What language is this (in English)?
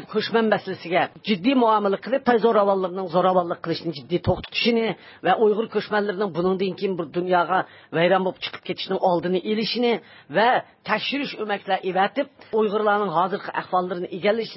Uyghur